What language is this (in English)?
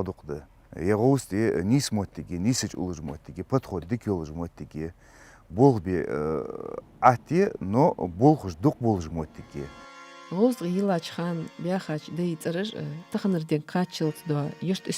Ingush